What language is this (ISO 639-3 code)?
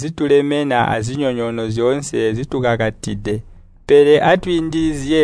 toi